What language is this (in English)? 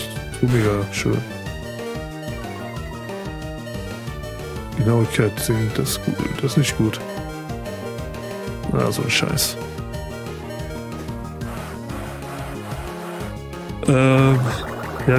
German